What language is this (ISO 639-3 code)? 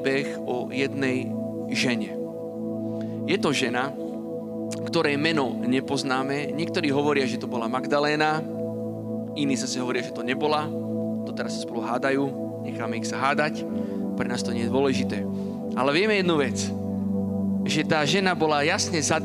slk